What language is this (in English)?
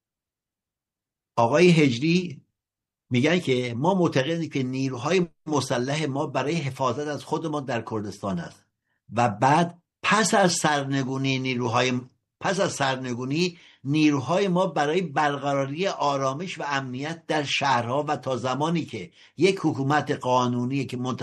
Persian